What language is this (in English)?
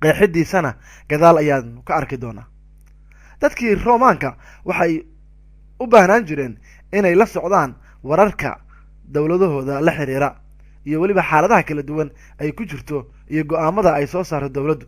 Somali